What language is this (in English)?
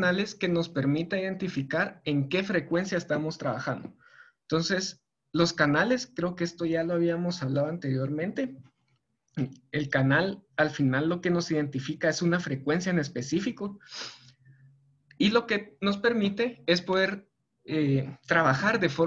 Spanish